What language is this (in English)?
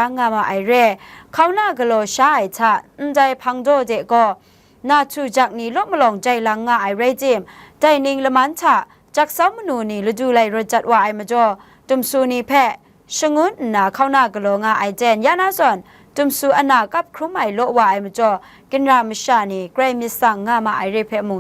Kachin